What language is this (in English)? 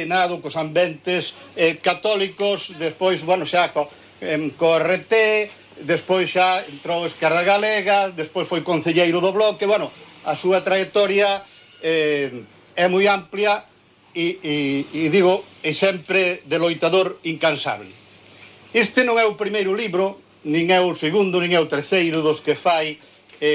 Galician